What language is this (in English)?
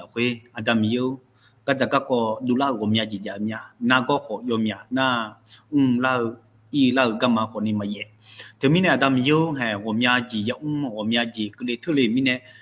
Akha